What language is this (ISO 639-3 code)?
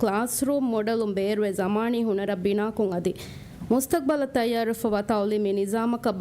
div